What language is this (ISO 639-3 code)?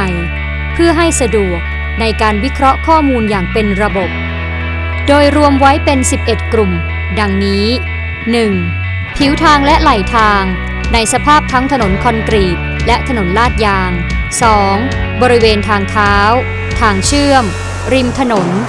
tha